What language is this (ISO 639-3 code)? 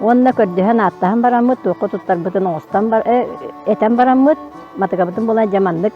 sah